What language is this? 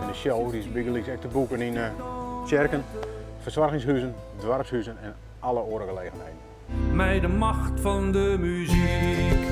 Western Frisian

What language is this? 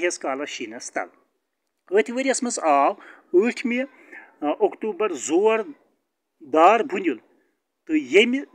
Kashmiri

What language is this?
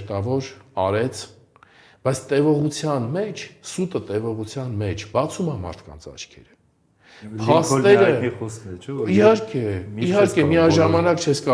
Armenian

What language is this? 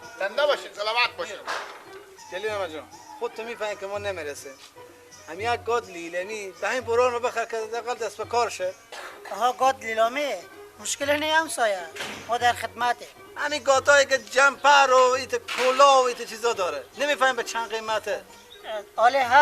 Persian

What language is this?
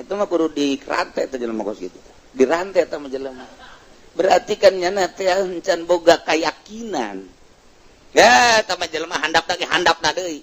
Sundanese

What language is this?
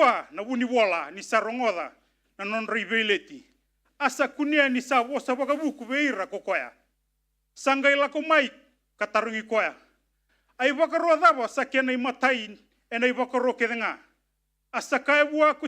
Fijian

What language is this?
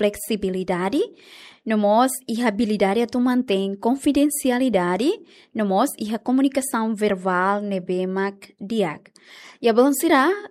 Tetum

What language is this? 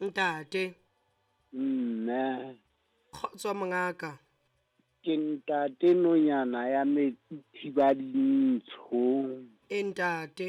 Southern Sotho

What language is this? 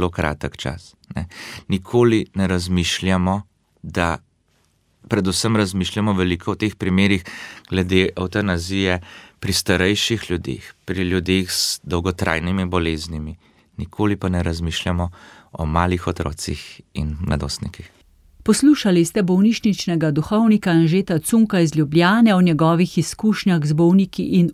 Slovenian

